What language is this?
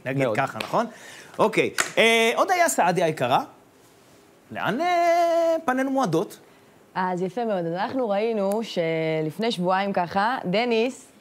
Hebrew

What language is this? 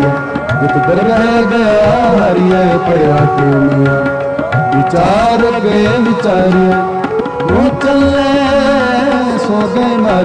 Punjabi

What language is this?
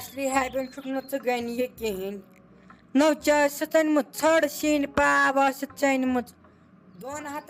Kashmiri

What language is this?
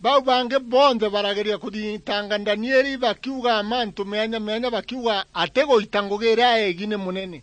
Meru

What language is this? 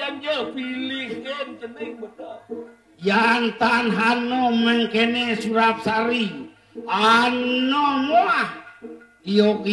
Balinese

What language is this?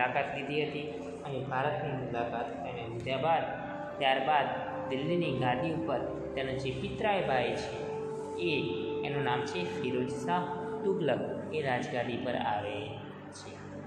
Gujarati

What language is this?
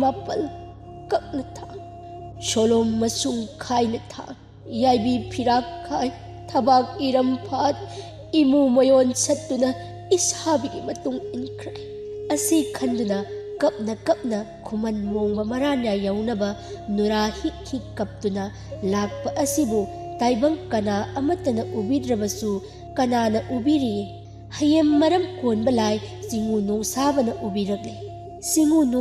Manipuri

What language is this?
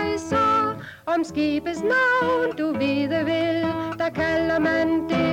Danish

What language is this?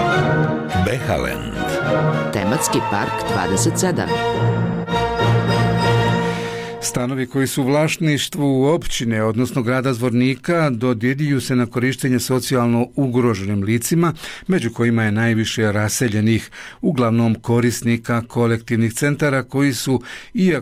Bosnian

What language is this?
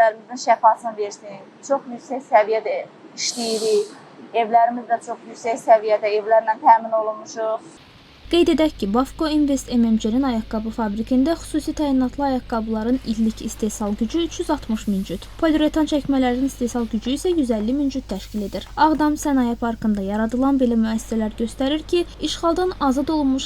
Azerbaijani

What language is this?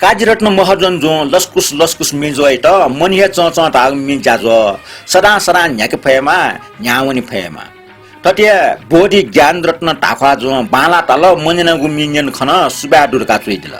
Newari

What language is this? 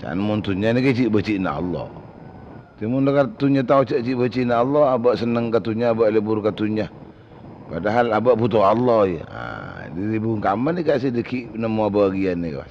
Madurese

